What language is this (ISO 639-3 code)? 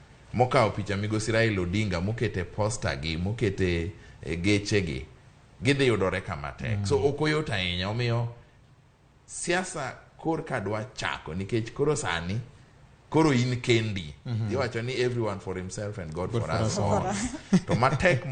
luo